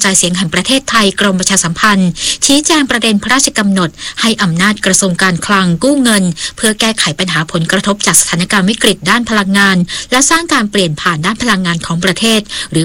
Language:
Thai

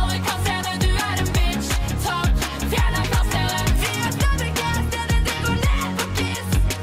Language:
Norwegian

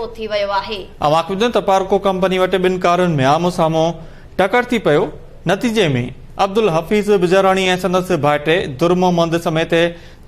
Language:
Sindhi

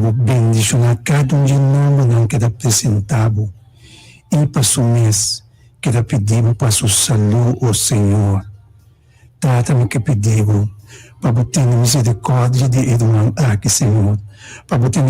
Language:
Papiamento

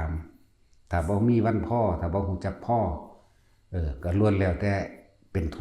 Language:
Northeastern Thai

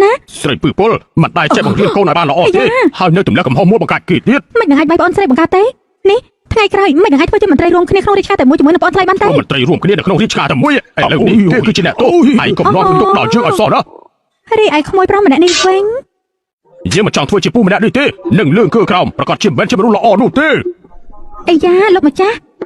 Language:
Khmer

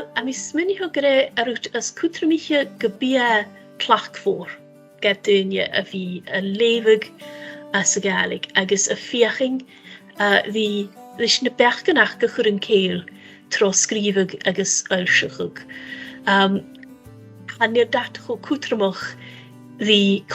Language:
Scottish Gaelic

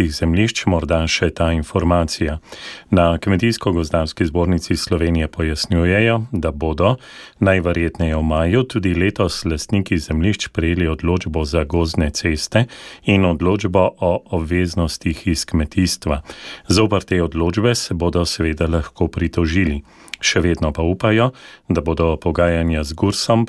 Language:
Slovenian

